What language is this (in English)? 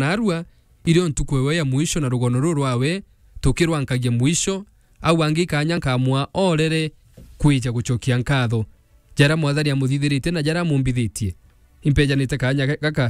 Meru